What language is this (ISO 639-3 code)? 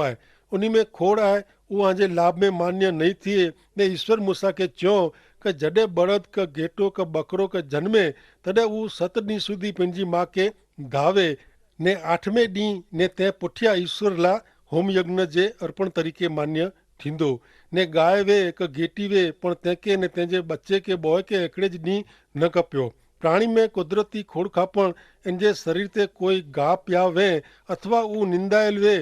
kfr